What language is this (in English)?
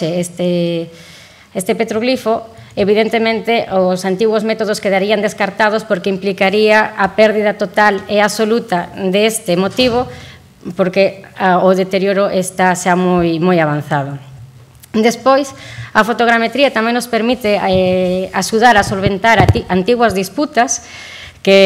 Galician